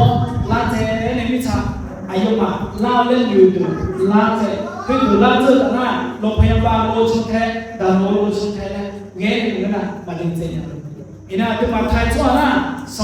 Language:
Akha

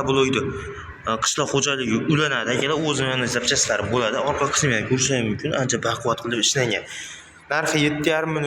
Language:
Uzbek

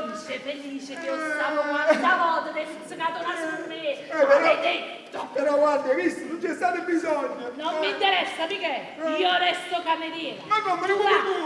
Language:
Neapolitan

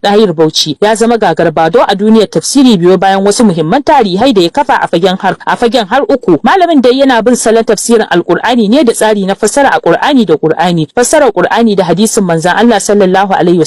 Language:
Hausa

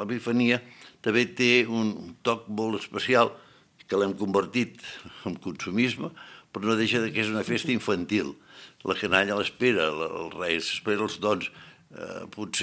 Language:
Catalan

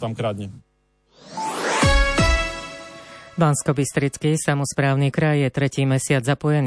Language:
Slovak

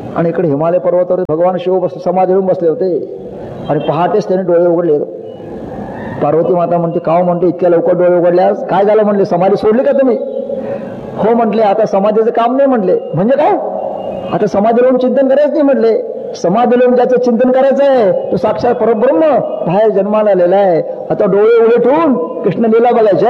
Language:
Marathi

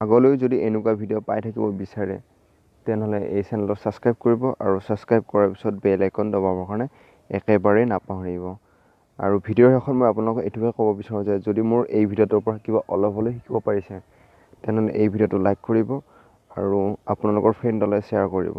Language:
Assamese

